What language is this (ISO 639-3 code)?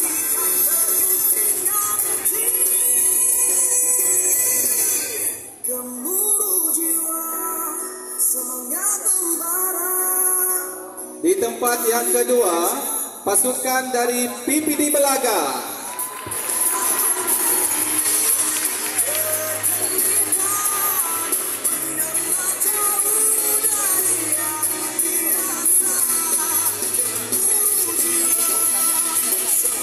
msa